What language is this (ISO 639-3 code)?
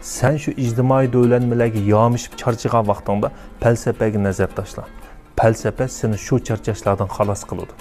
uig